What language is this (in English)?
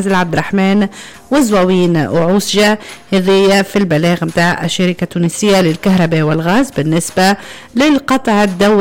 Tunisian Arabic